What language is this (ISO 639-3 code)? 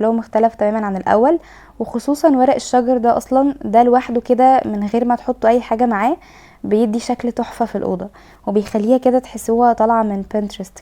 arz